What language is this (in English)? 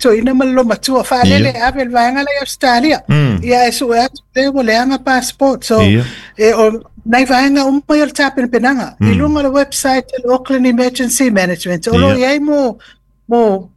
Samoan